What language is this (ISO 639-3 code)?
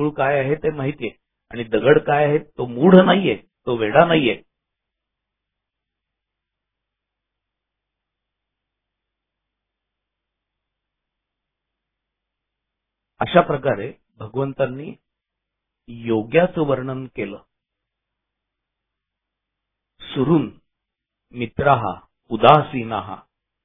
mar